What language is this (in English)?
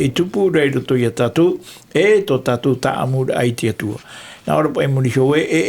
Tahitian